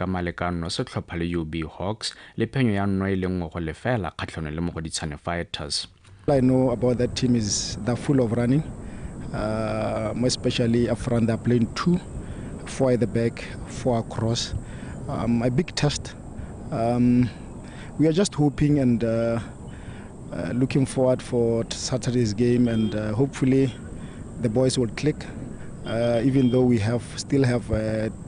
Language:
Tswana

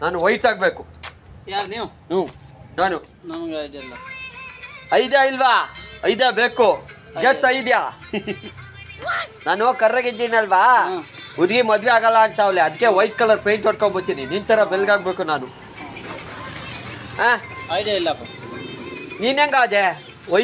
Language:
Kannada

